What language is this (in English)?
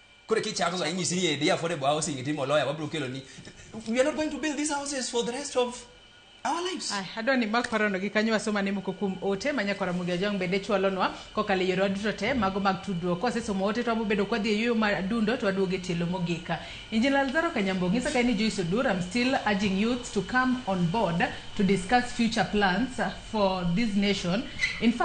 Luo (Kenya and Tanzania)